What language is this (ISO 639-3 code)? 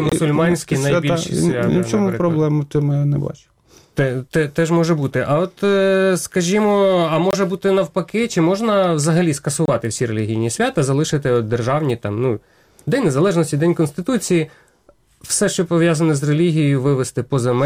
ukr